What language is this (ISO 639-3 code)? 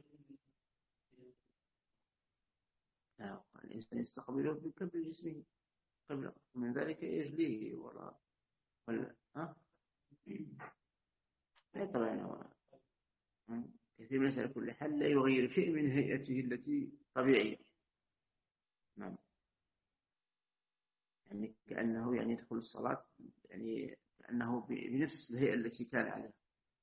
ara